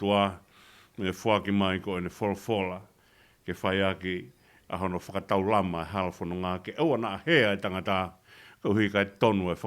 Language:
Tongan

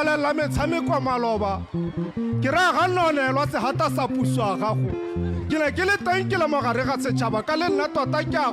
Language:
Tswana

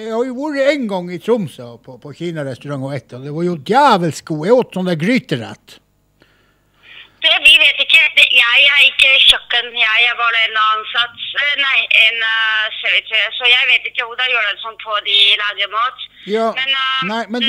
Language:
Norwegian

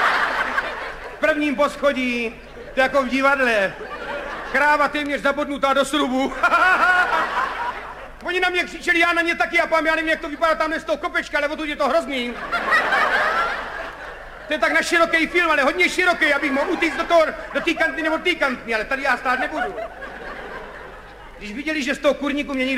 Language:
Czech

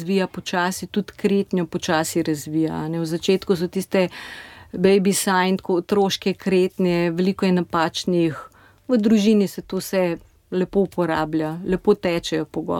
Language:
Slovenian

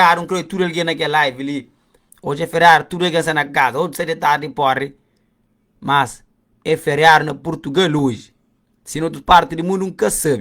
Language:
Kabuverdianu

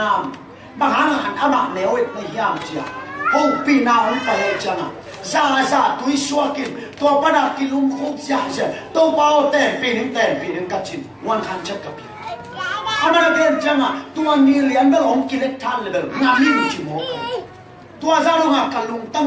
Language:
Tedim Chin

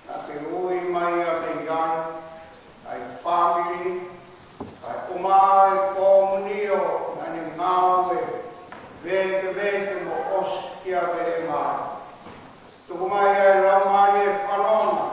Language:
Tongan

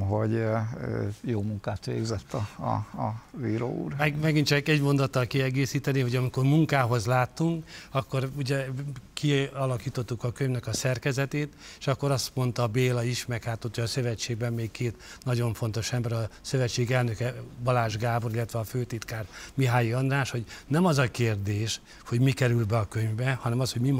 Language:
Hungarian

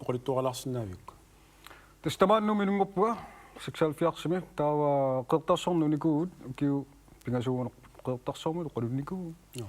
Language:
Kalaallisut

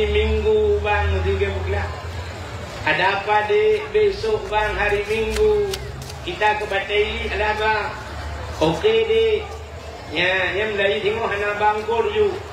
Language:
Achinese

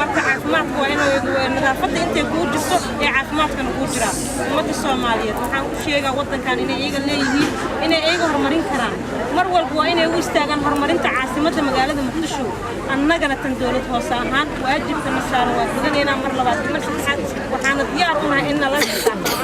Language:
Somali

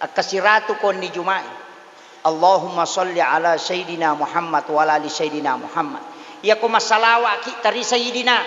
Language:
Buginese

